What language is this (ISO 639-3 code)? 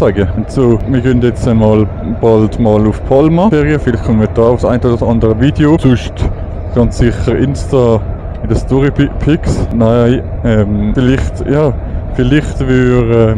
gsw